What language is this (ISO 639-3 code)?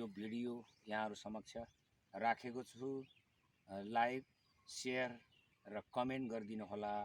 nep